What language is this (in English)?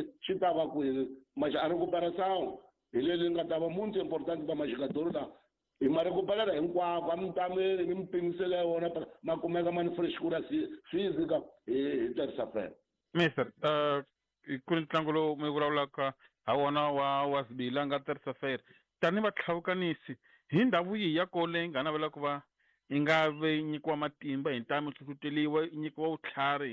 Tsonga